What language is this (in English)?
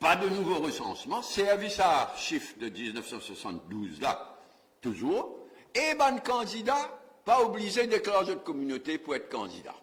Morisyen